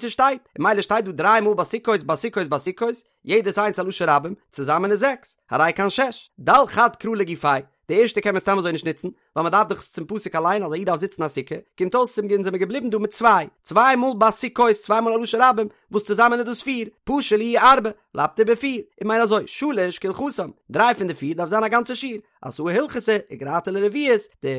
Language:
Yiddish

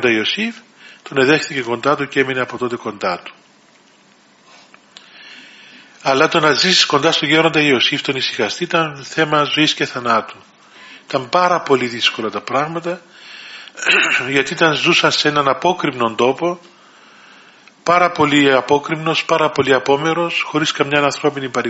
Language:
Greek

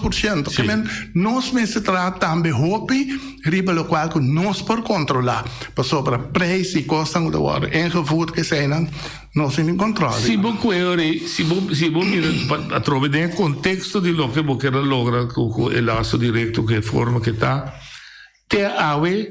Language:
Papiamento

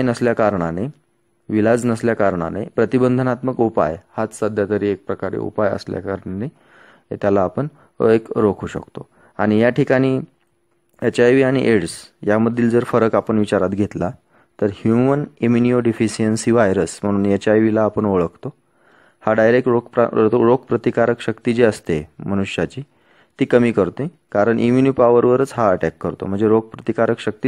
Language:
Marathi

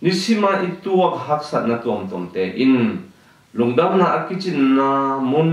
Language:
Tedim Chin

